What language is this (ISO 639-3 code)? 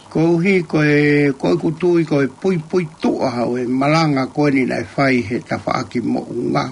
ton